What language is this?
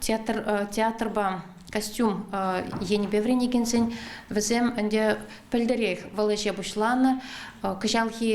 Chuvash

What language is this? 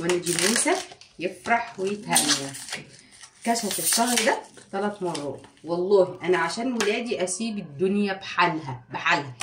Egyptian Arabic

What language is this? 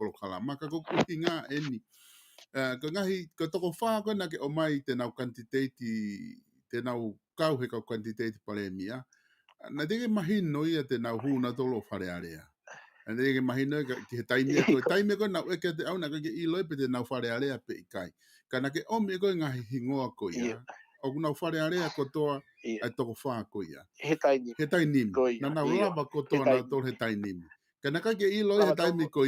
Tongan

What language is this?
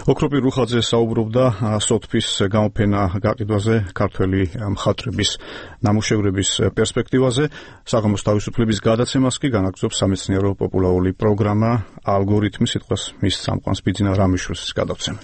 Georgian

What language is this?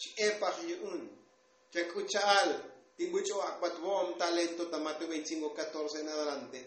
Tzotzil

